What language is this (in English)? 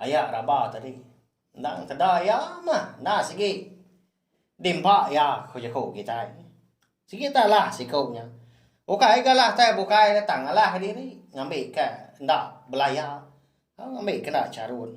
Iban